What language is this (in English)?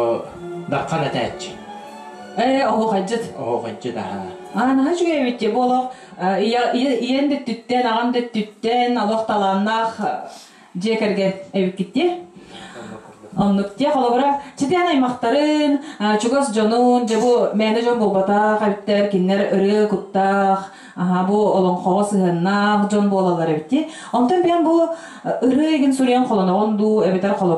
Yakut